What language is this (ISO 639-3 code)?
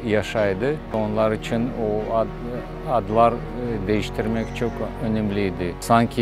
crh